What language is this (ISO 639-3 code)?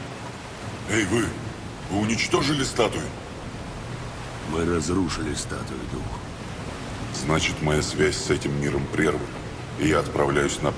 rus